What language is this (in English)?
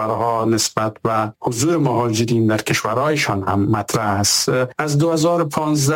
Persian